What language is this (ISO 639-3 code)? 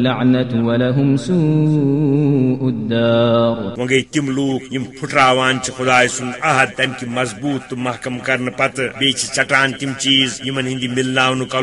kas